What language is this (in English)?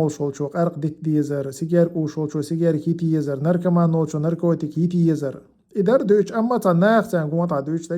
Chechen